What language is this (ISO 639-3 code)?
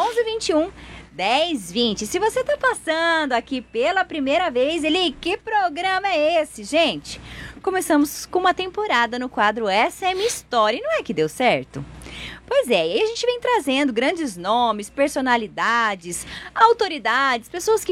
por